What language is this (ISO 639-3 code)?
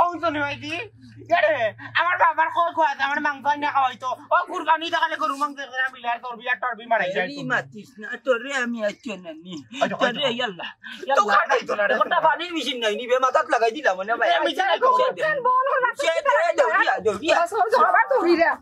syl